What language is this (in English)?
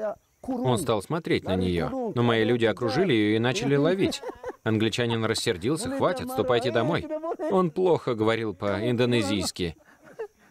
Russian